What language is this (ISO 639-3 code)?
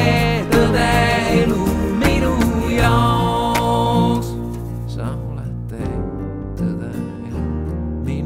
est